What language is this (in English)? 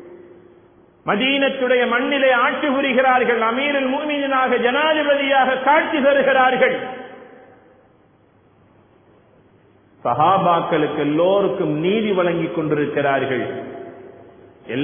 Tamil